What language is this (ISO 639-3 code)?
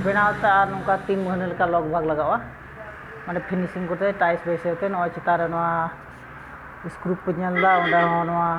sat